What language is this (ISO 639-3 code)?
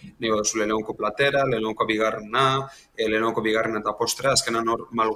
eus